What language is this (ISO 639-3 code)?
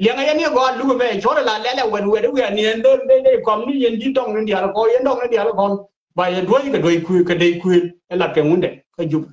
nus